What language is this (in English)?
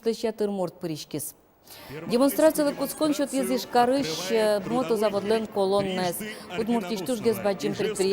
Udmurt